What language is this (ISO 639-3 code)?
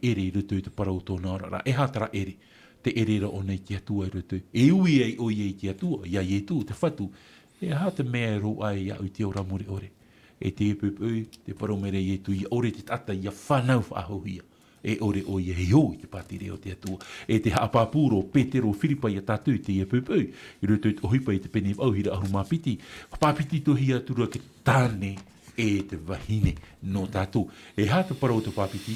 tah